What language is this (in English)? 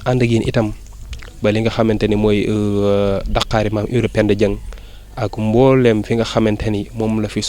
Wolof